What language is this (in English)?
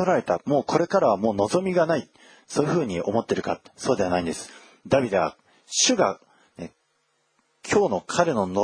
Japanese